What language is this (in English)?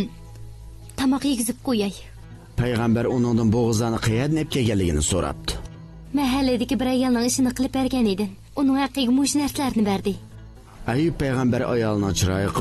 Uyghur